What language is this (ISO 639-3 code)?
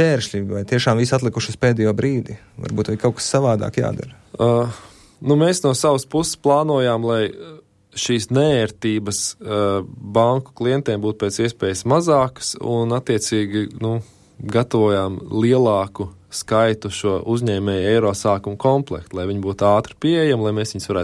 lav